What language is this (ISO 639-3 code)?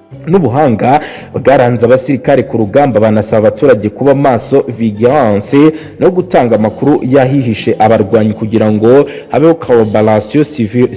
kin